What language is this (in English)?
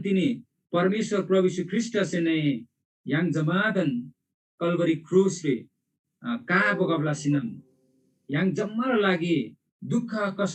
Eastern Tamang